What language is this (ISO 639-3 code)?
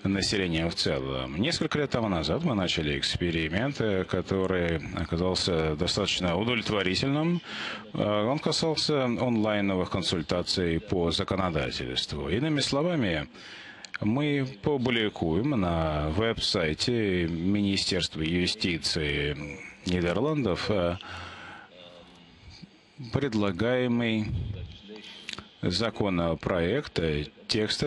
rus